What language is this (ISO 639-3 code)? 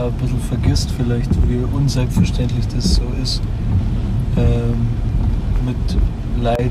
bar